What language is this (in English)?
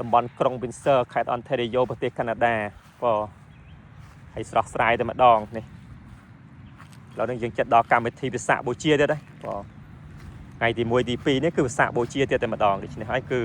Khmer